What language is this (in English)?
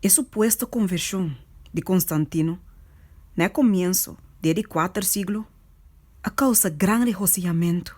Papiamento